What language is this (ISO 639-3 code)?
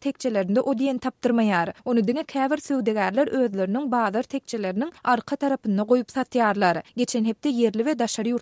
tuk